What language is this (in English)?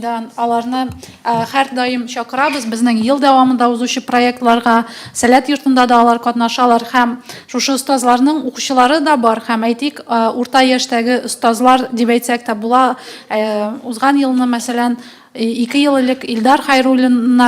Tatar